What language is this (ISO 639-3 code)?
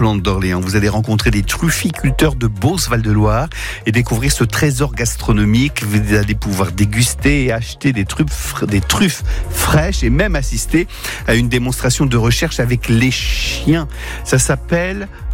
fra